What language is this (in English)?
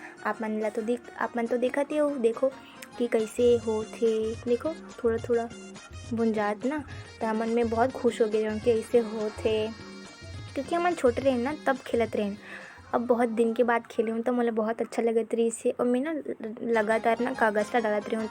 Chhattisgarhi